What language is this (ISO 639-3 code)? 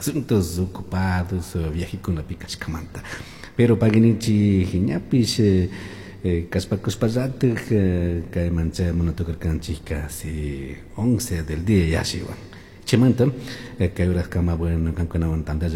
qug